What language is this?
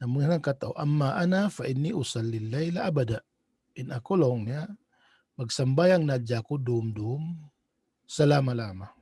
Tausug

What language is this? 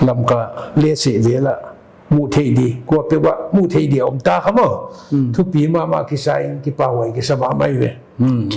Paite Chin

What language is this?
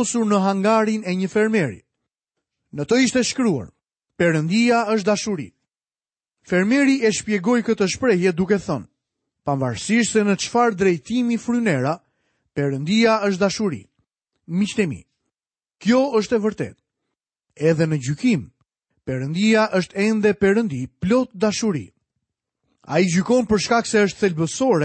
Albanian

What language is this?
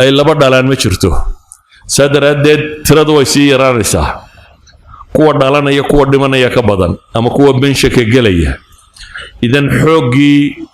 Somali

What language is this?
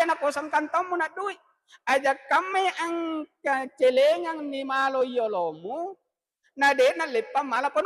Buginese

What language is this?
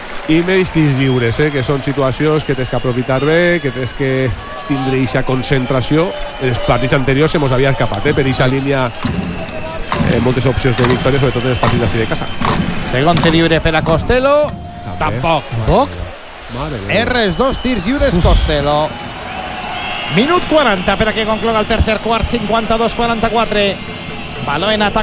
Catalan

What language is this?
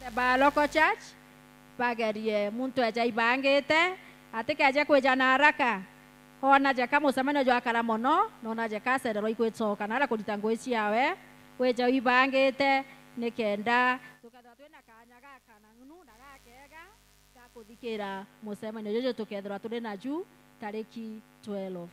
Meru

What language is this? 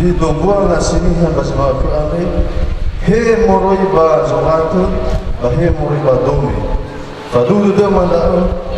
Nias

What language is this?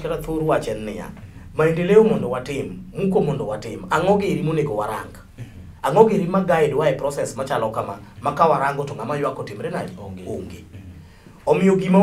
Luo (Kenya and Tanzania)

